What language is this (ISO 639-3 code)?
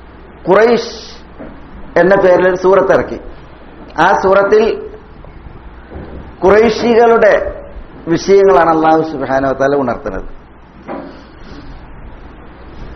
mal